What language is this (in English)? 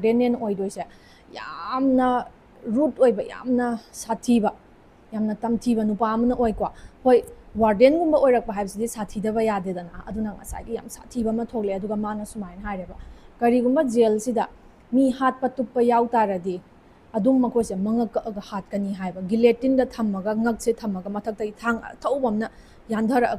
Manipuri